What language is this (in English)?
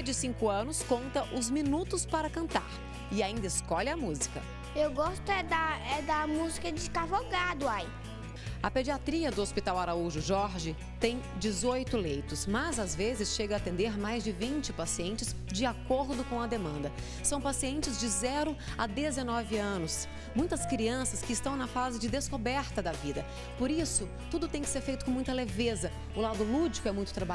Portuguese